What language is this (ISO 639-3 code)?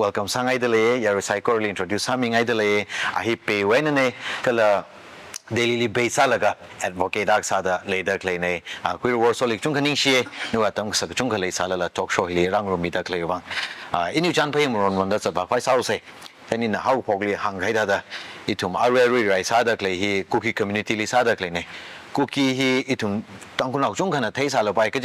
nmf